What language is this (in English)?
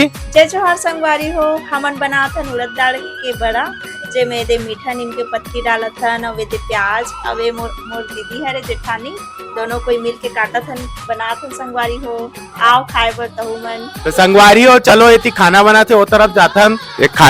Chhattisgarhi